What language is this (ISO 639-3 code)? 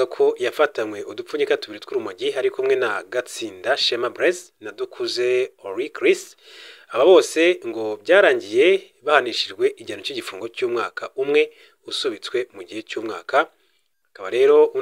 kin